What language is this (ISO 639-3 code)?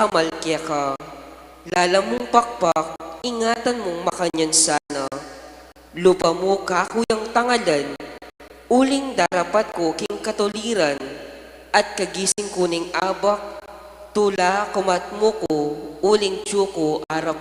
pam